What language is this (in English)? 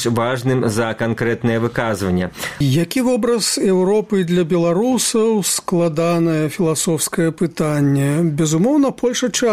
Belarusian